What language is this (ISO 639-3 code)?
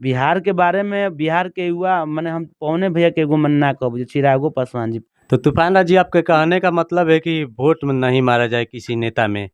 bho